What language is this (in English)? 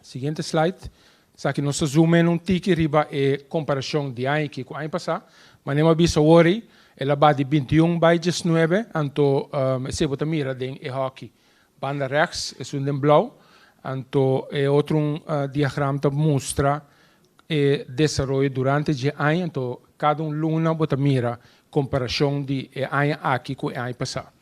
Papiamento